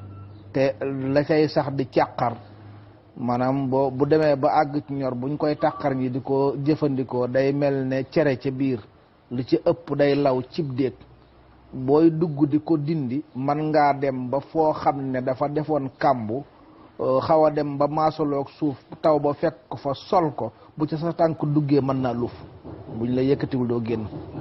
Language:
Wolof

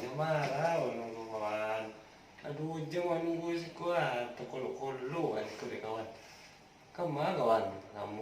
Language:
Minangkabau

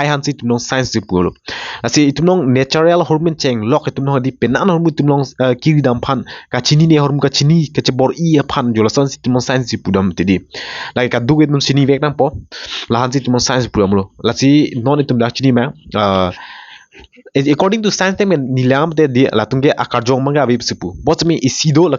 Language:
Karbi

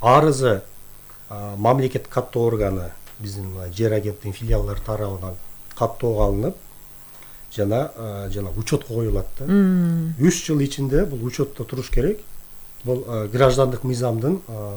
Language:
Kyrgyz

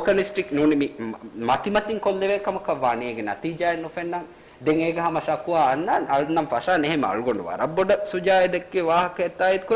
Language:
Divehi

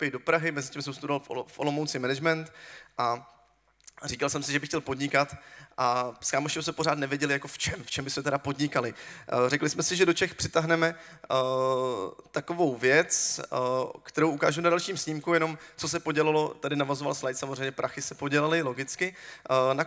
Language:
Czech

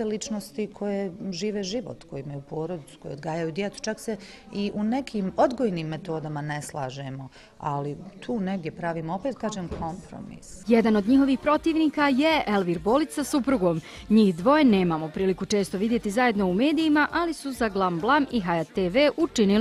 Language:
Bosnian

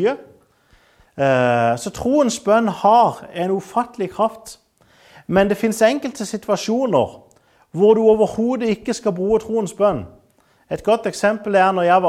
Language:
Norwegian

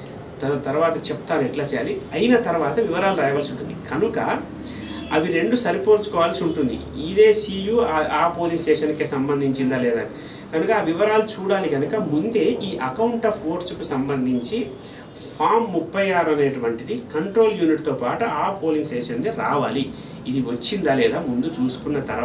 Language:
Telugu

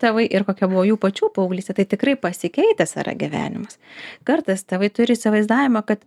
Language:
Lithuanian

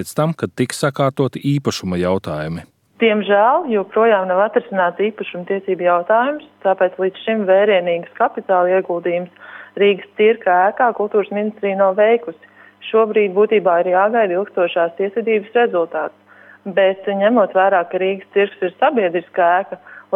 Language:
Latvian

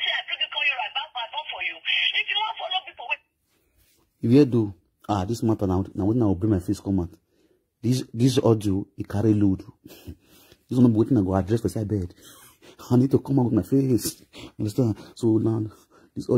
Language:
Nigerian Pidgin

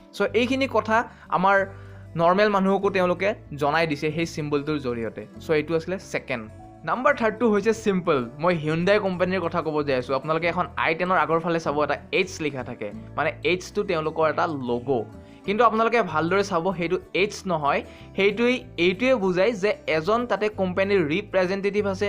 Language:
Assamese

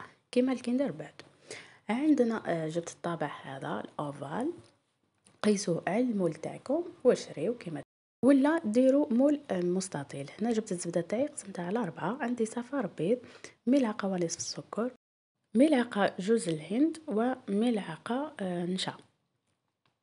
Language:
Algerian Arabic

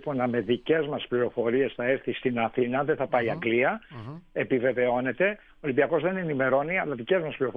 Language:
Greek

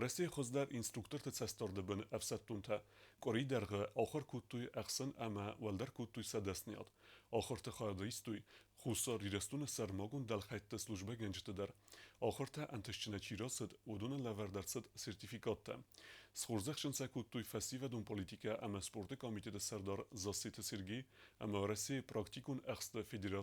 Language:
Ossetic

